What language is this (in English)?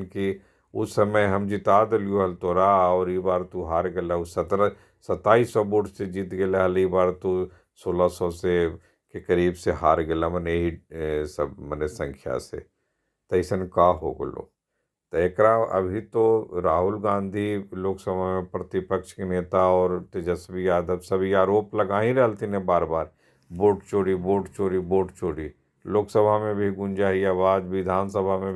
Magahi